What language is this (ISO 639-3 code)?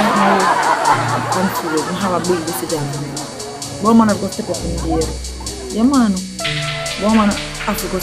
jam